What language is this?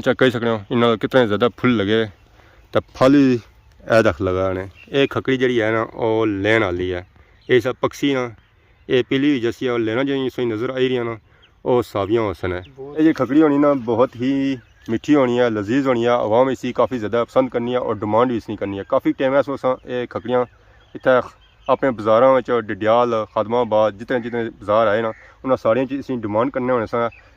Pahari-Potwari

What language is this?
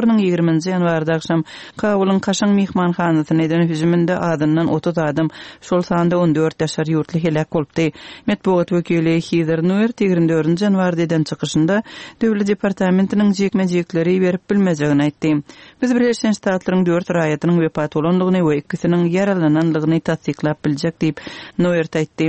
Turkmen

